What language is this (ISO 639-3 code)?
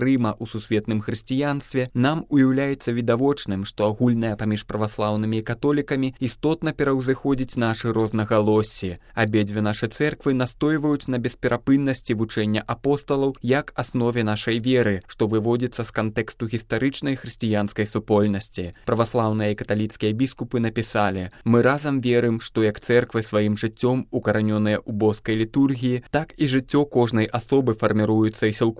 bel